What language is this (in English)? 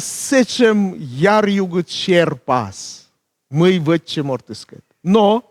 Komi